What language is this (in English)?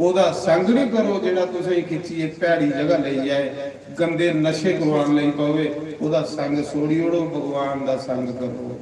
Dogri